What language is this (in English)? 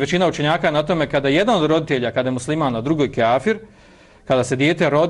Bosnian